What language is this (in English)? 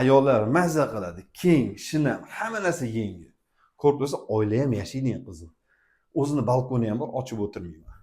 Uzbek